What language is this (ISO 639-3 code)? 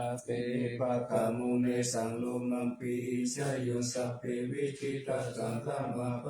pli